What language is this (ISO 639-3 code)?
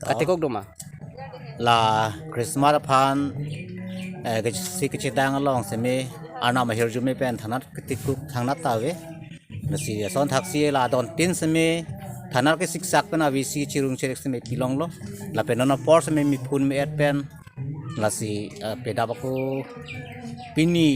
mjw